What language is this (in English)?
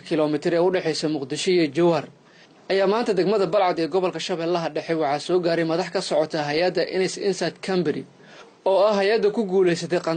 Somali